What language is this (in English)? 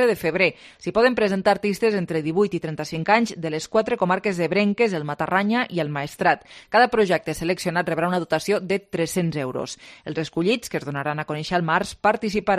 Catalan